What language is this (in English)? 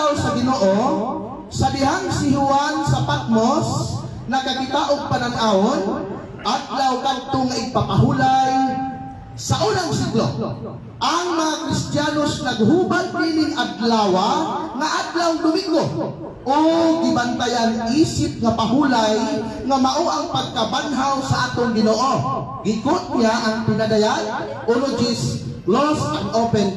Cebuano